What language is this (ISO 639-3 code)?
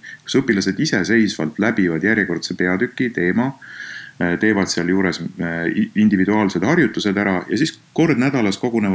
est